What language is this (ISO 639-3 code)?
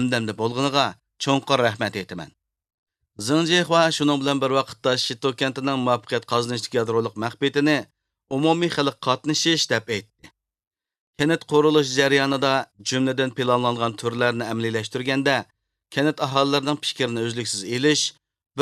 uig